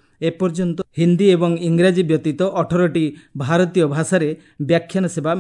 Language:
Odia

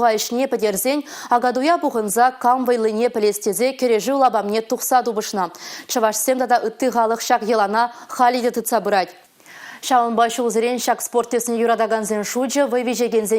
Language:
Chuvash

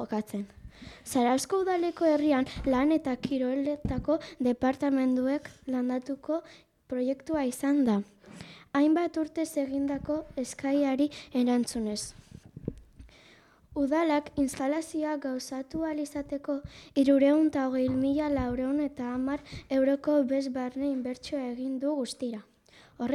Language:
Basque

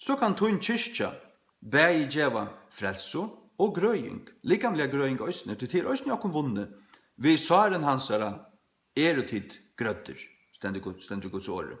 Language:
Faroese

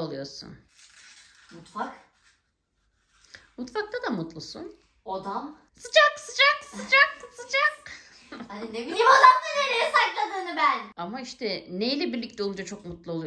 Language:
Turkish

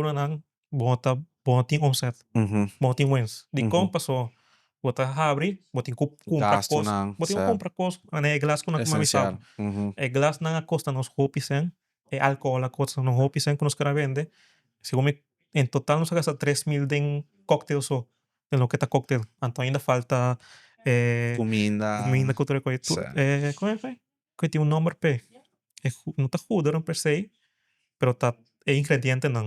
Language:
Papiamento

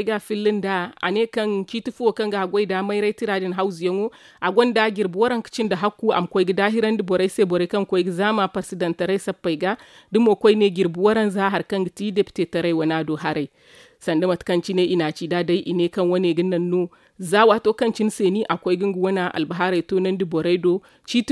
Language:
Zarma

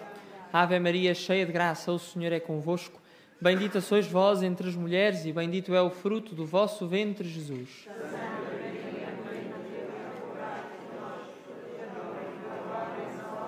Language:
Portuguese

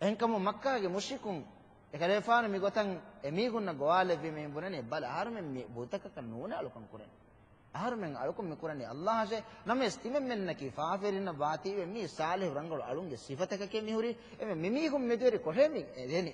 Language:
Divehi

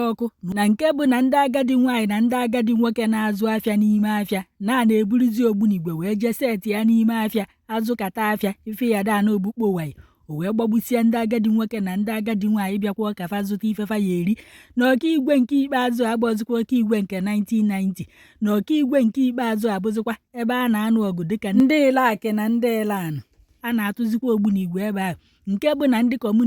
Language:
Igbo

